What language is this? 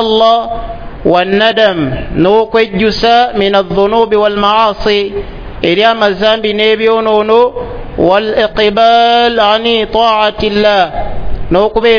Ganda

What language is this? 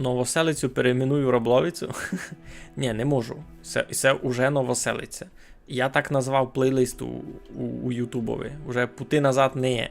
Rusyn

